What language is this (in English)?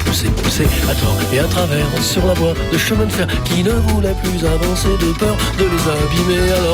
French